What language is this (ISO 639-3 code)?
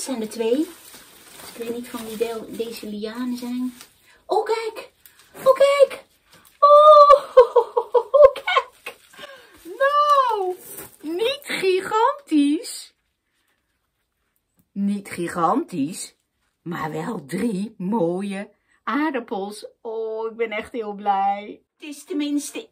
nld